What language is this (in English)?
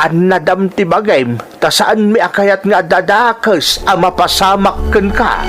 Iloko